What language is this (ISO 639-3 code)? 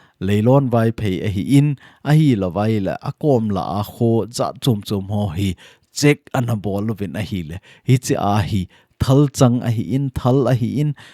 tcz